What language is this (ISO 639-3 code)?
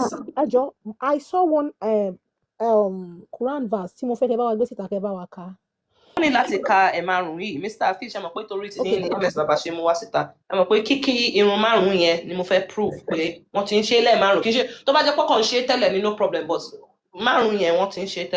yor